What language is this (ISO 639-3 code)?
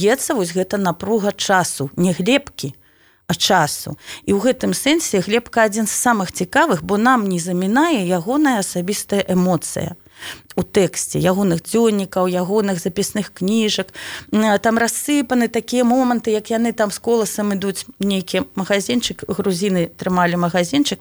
bel